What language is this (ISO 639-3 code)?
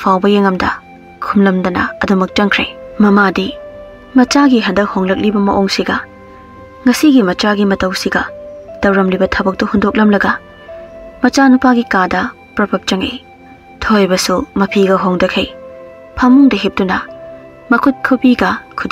mni